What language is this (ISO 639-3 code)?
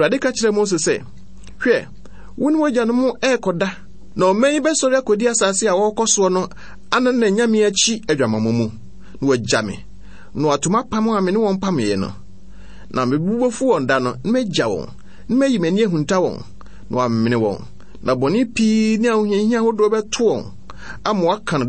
aka